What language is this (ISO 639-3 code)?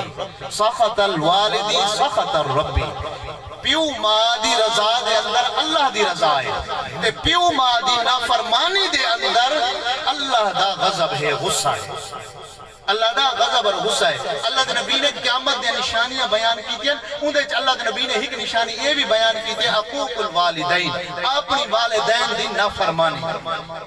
skr